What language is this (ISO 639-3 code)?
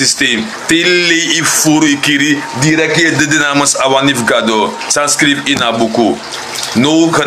srn